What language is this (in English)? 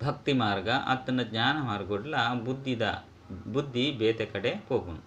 Tulu